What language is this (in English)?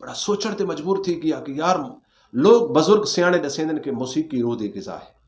Saraiki